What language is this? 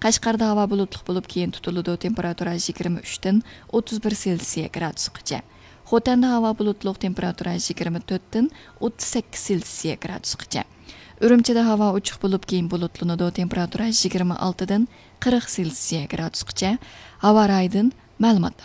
Uyghur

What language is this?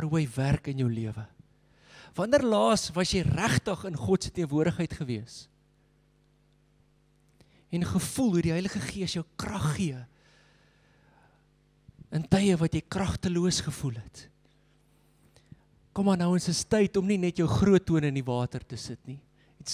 Afrikaans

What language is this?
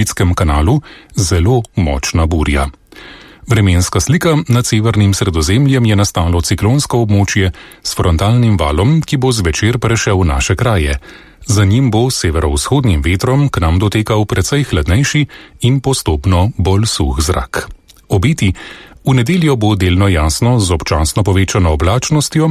Slovenian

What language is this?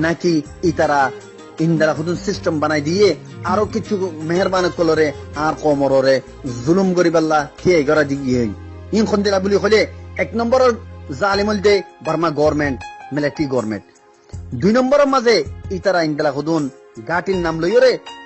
Rohingya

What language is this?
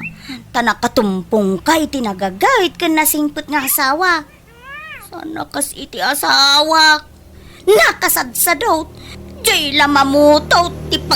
Iloko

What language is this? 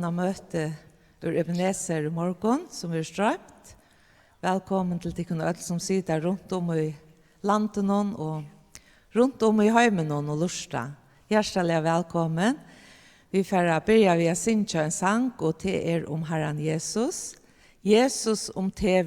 Faroese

